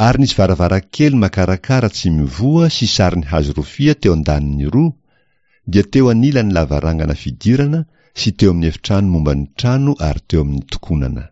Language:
Malagasy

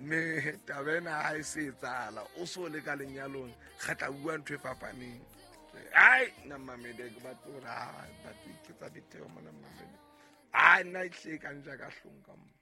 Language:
Southern Sotho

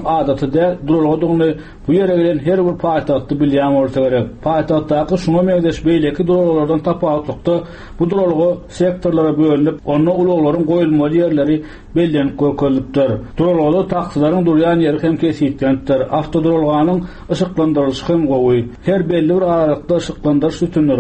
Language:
Turkmen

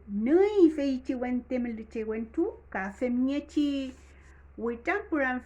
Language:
Mapuche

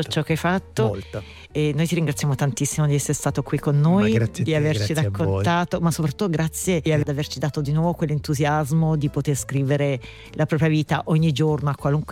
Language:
Italian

